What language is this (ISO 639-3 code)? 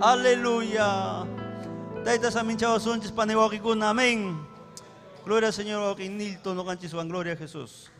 quy